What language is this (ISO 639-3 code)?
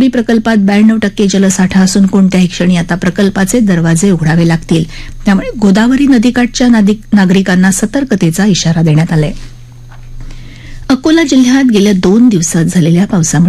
mar